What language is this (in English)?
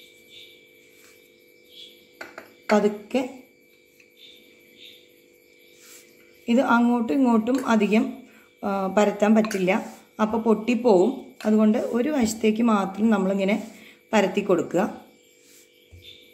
Malayalam